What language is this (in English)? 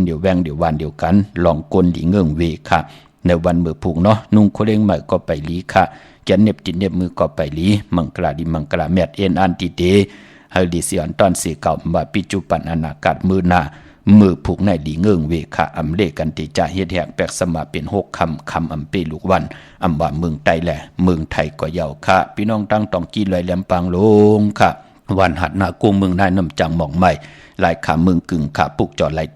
Shan